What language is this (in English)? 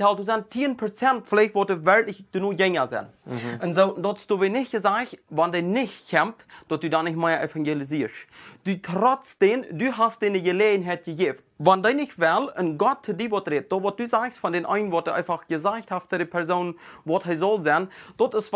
Plautdietsch